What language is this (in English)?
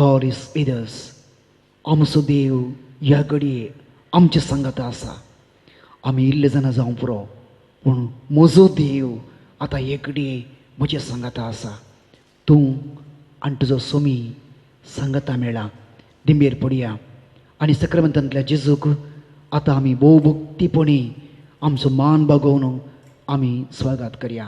Konkani